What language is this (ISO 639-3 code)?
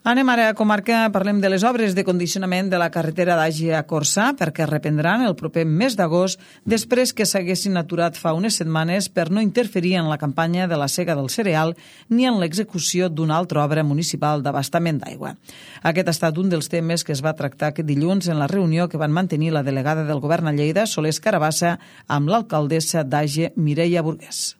cat